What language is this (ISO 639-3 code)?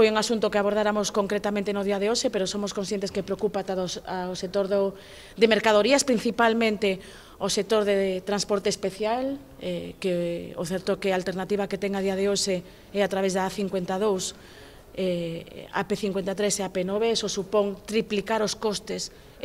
glg